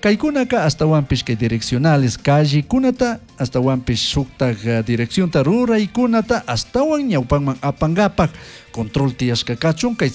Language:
Chimborazo Highland Quichua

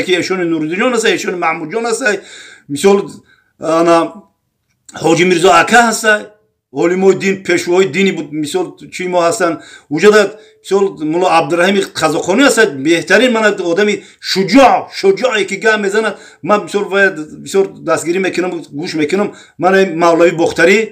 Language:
Tajik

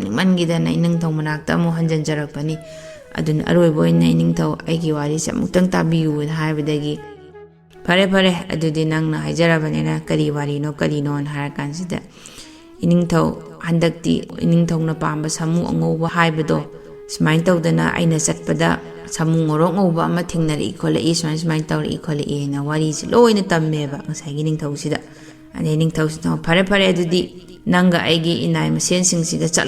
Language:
Manipuri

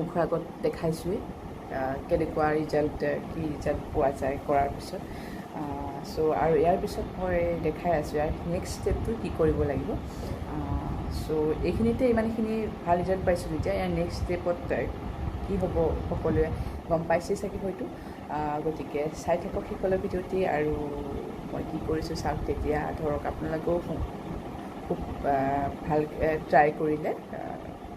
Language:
Assamese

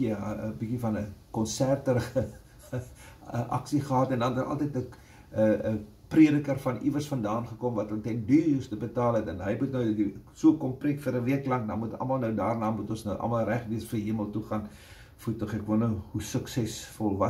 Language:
Afrikaans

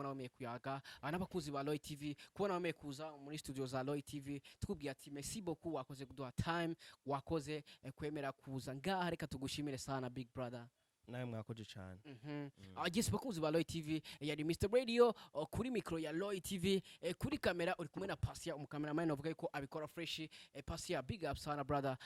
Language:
Rundi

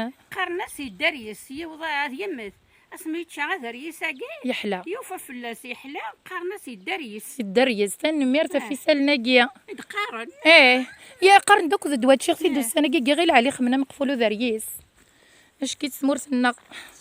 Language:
Kabyle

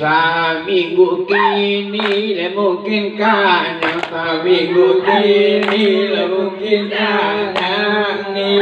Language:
Minangkabau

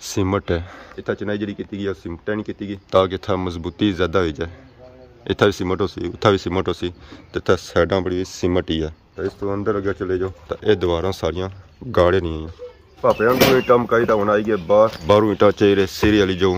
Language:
Pahari-Potwari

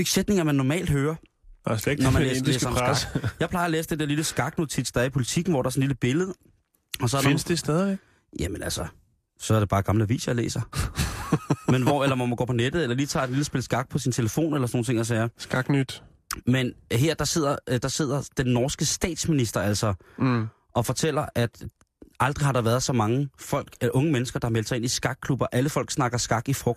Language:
Danish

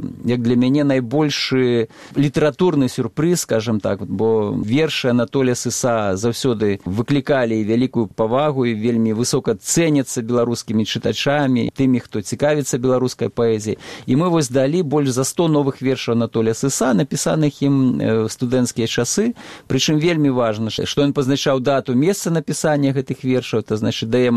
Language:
Belarusian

